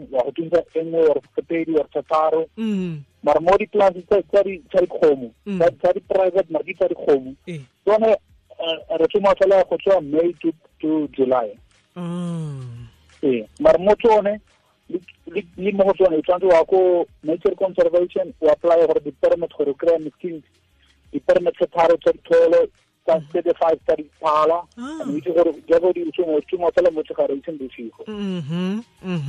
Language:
Tswana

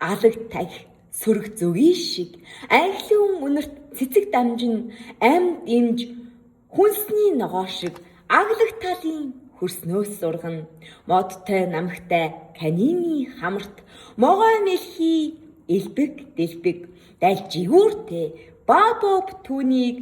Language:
Mongolian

